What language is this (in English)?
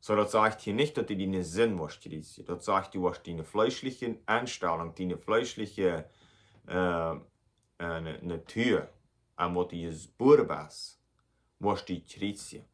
Plautdietsch